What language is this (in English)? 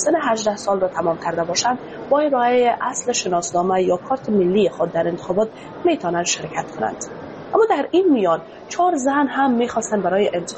Persian